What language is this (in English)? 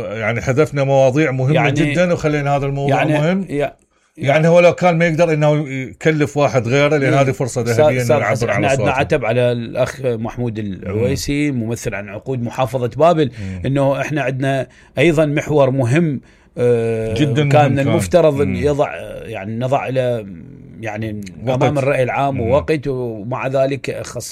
Mesopotamian Arabic